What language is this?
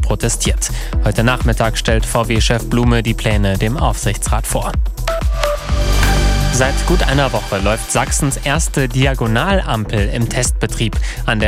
German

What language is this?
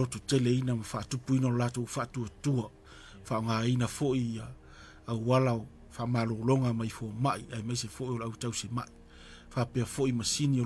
Samoan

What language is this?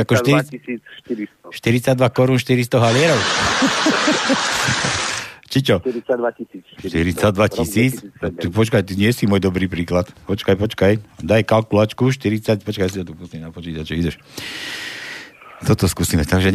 Slovak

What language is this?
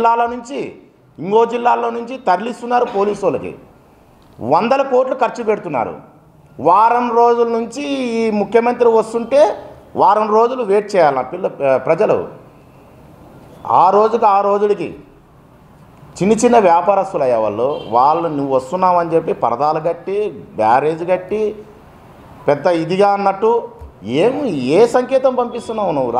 Telugu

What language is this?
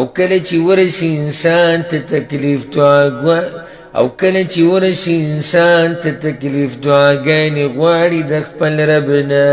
Pashto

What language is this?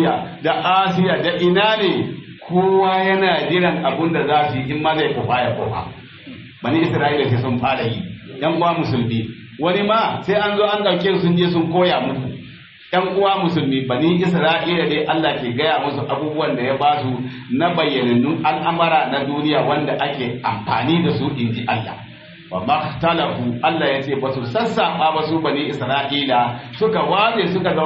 Hausa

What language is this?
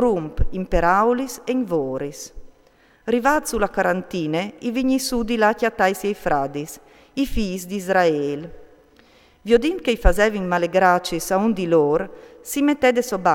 Friulian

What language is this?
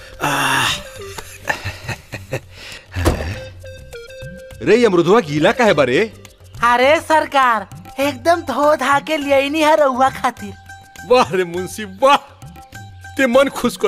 Bhojpuri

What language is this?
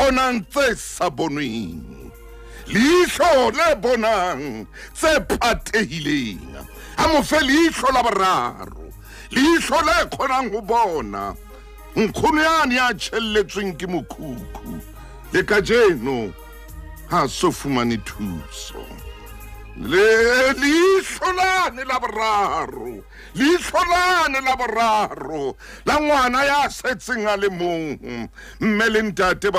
Southern Sotho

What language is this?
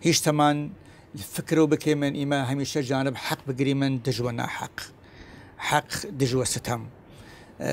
Southern Kurdish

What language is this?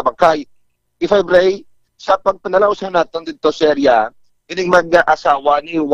Hiligaynon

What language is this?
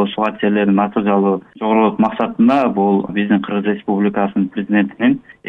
Kyrgyz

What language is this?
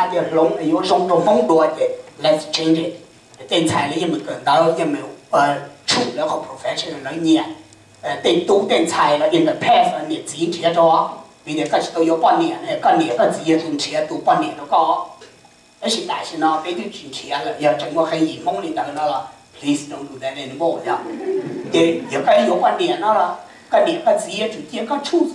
Hmong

